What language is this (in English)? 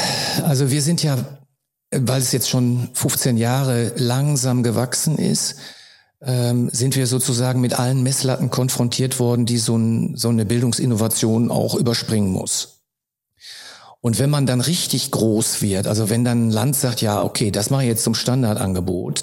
German